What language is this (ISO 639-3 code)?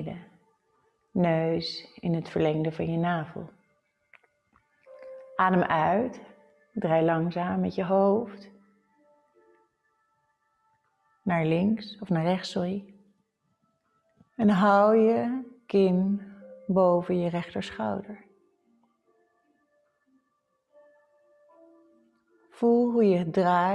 nld